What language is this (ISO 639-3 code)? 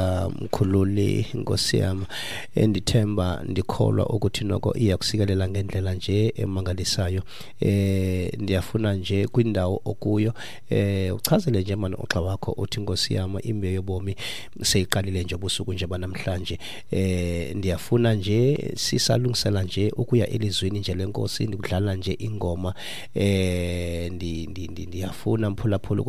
xho